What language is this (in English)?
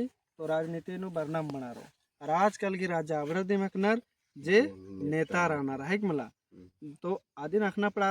Kurukh